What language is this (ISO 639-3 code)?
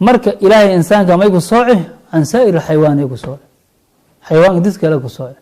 som